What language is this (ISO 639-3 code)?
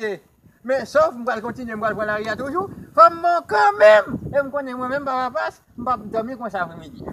hat